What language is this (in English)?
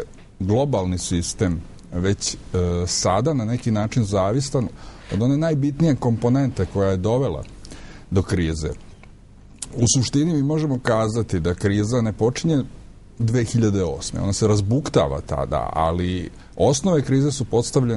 Serbian